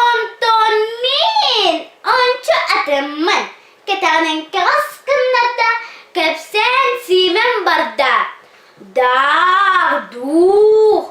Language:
Yakut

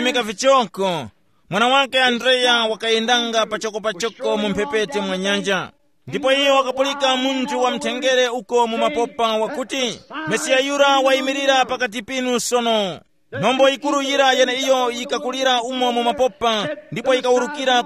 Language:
Tumbuka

